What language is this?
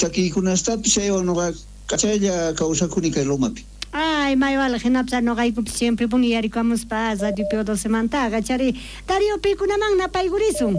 South Bolivian Quechua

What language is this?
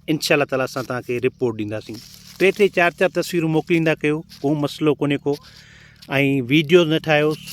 Sindhi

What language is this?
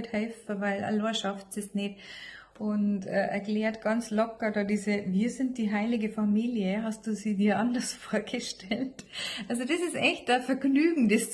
Bavarian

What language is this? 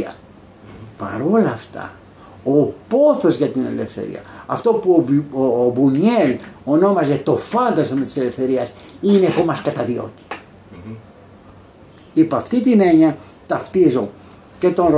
Greek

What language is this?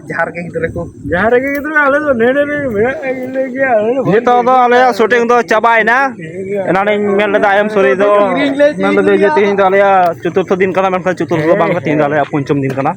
Santali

